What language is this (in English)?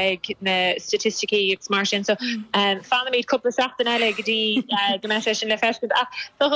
Irish